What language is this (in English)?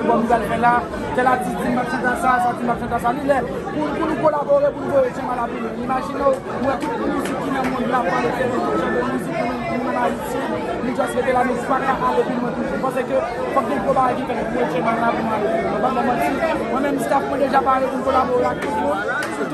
Haitian Creole